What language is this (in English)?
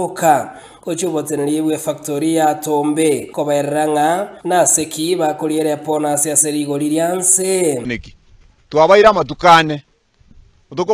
Gusii